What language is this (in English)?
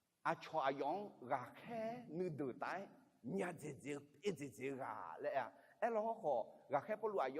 Akha